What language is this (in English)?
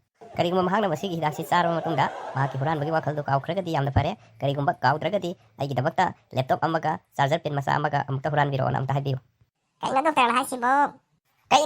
Manipuri